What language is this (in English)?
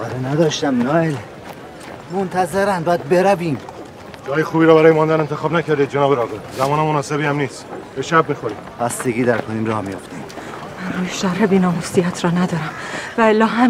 Persian